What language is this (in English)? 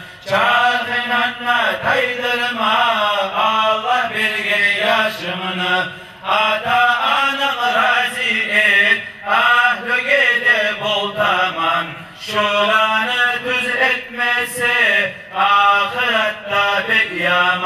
Kumyk